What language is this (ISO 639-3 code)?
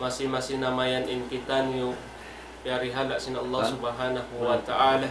tsg